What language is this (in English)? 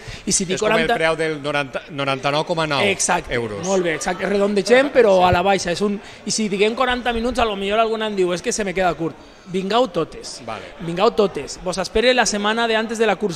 Catalan